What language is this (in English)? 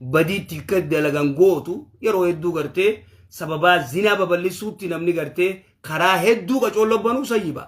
Oromo